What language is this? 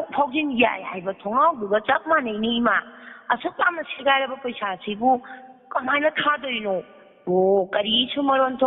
Manipuri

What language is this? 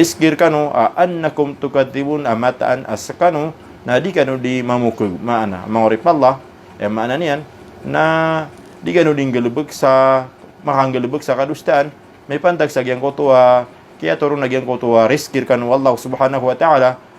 Maranao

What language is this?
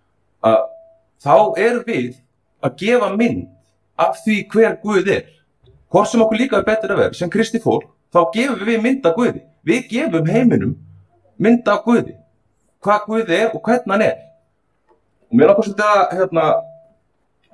Icelandic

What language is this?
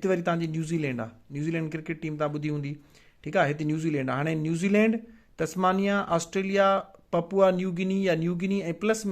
Sindhi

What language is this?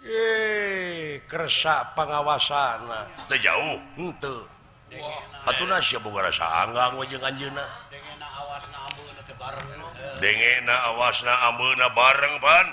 Sundanese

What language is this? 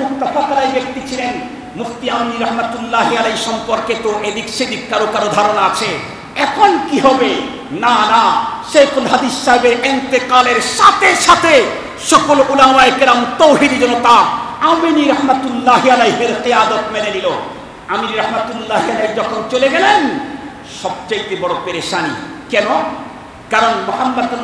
Bangla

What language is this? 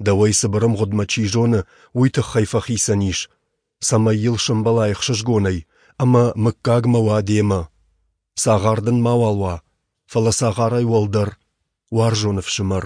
Ossetic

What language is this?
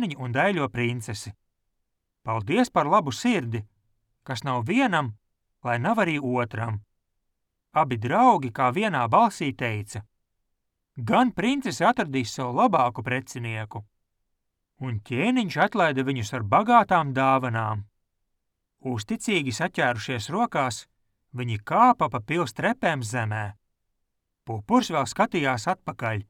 Latvian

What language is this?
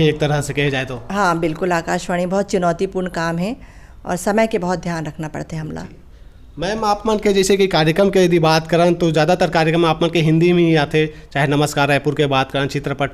Chhattisgarhi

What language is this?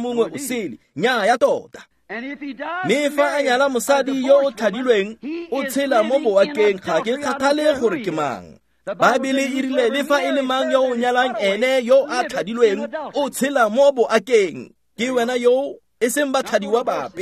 Tswana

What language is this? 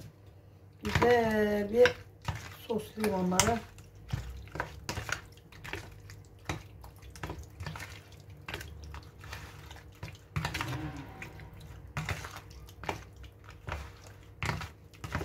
Turkish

